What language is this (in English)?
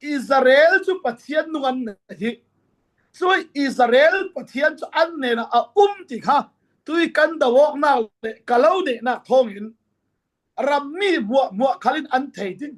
Falam Chin